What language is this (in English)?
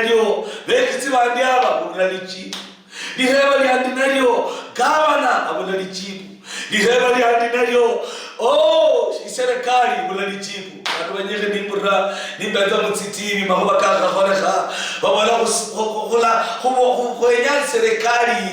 Luyia